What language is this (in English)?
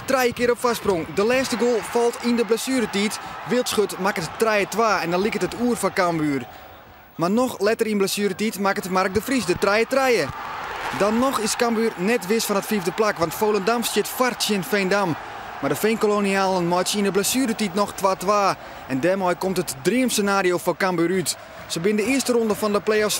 Western Frisian